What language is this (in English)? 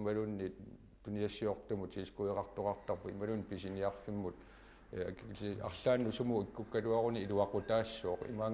Kalaallisut